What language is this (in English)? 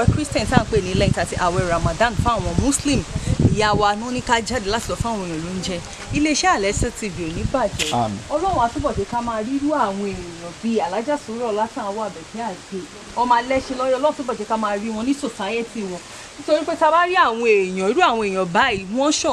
Yoruba